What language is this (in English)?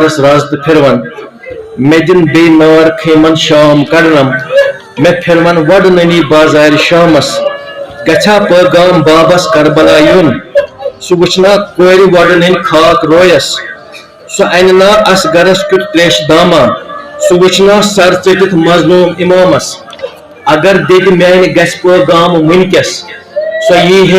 Kashmiri